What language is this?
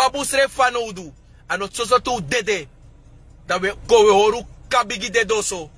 Sranan Tongo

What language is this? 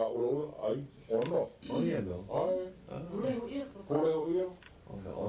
Hawaiian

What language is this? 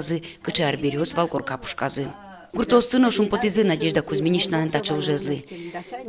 Udmurt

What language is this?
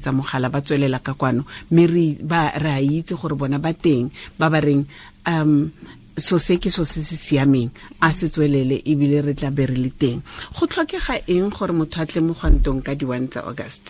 Tswana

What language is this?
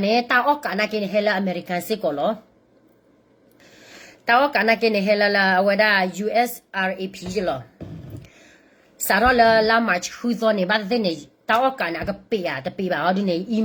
S'gaw Karen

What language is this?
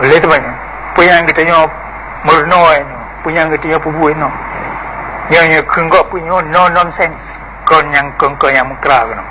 Achinese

